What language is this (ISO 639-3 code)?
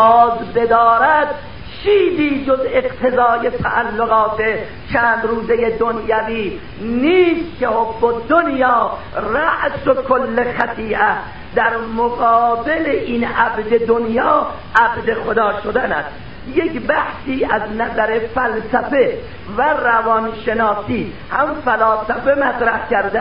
fas